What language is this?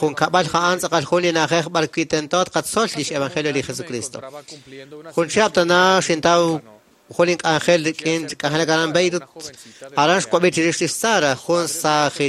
Kekchí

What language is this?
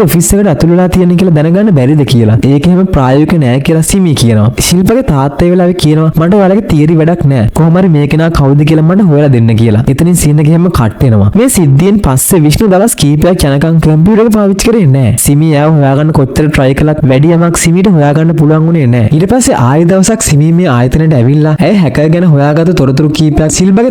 Sinhala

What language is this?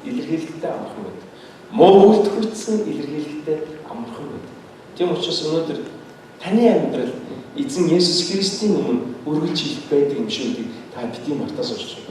Mongolian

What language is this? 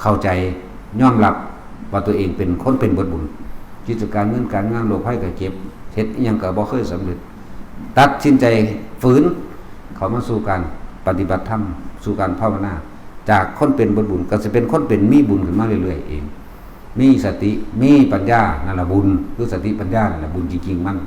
Lao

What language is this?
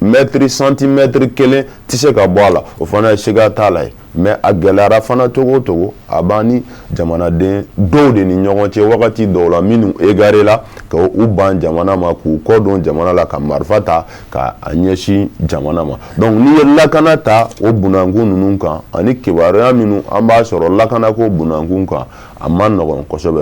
Bambara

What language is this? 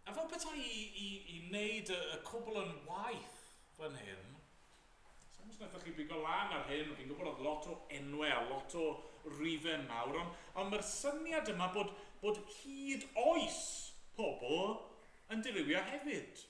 Welsh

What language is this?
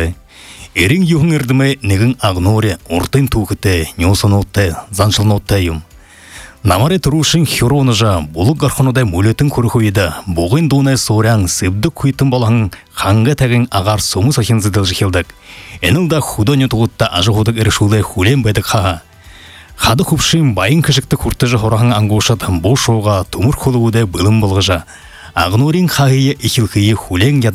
Buriat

